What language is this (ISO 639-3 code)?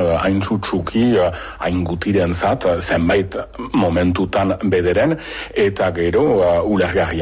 eus